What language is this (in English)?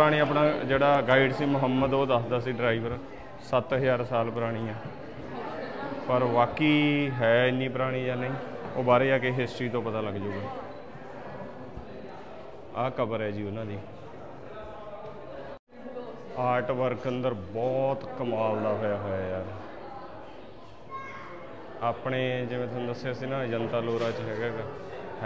Punjabi